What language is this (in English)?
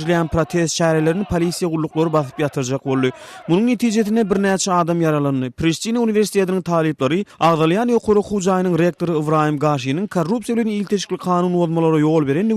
Turkmen